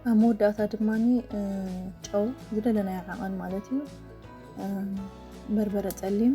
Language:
Tigrinya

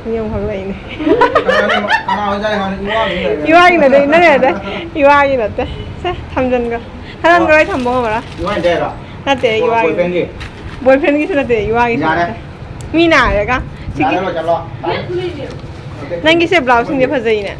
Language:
Manipuri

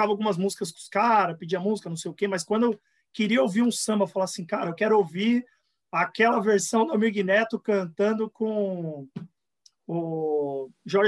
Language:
Portuguese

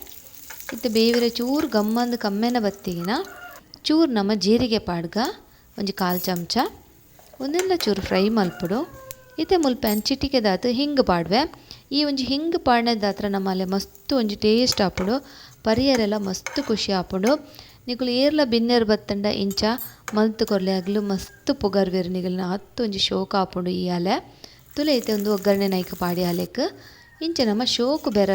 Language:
Tulu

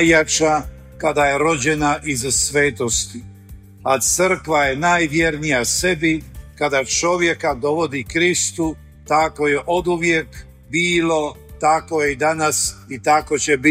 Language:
Croatian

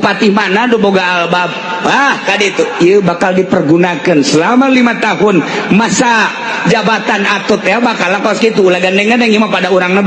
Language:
Sundanese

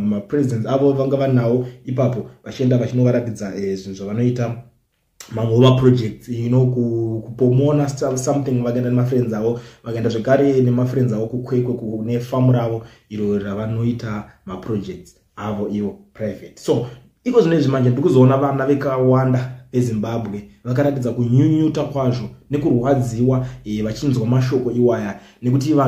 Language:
Shona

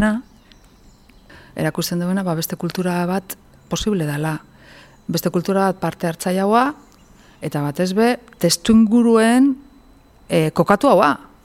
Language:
Basque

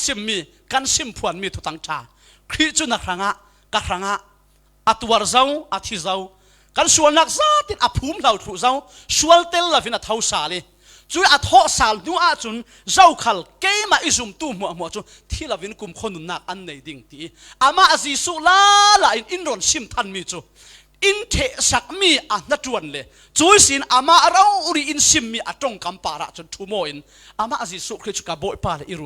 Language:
Falam Chin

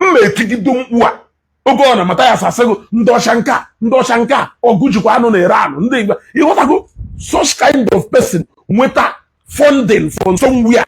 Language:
Igbo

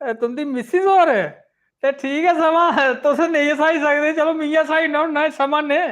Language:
Dogri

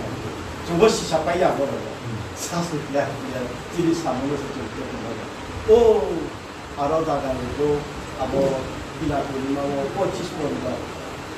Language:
Riang (India)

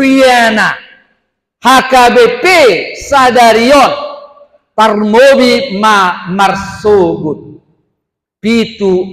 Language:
Batak Toba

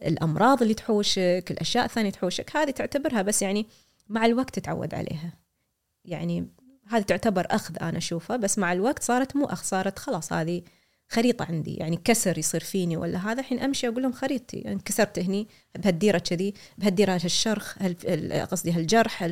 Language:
Gulf Arabic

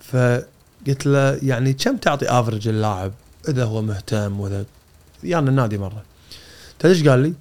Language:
Gulf Arabic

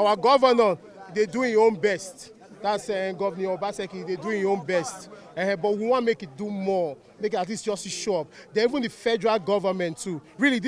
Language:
Nigerian Pidgin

